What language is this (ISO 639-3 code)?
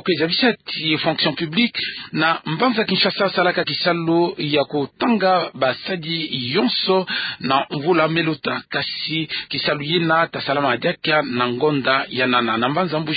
ktu